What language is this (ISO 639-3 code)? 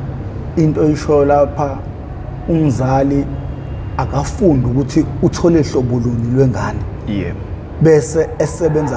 zul